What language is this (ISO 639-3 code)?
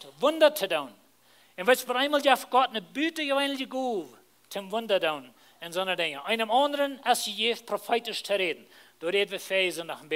pdt